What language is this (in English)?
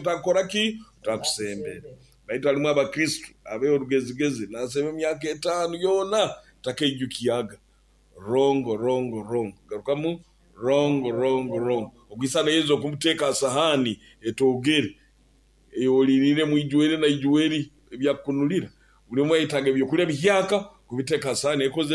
Nyoro